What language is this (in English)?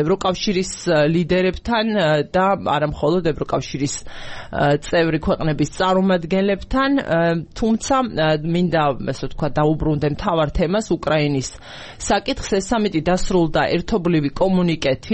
Georgian